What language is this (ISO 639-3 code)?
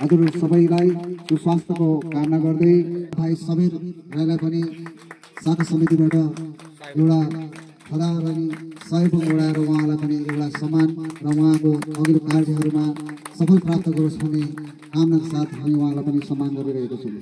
nep